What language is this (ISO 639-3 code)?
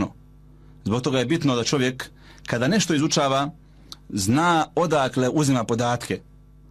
bos